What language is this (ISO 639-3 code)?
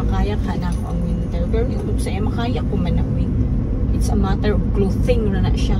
ceb